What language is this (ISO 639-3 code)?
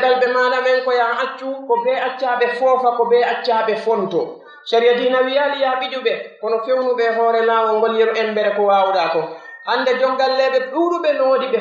fuf